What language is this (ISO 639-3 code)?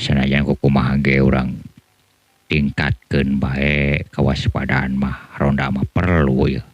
sun